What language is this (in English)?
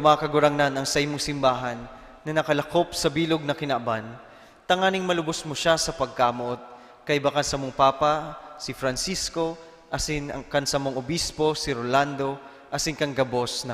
Bikol